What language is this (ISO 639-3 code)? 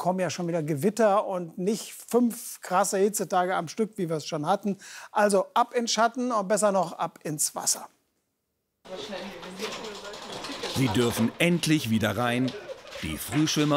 deu